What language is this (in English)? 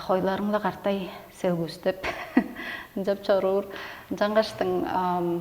Tuvinian